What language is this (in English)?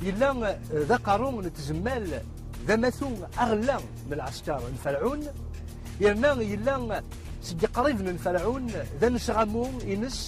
Kabyle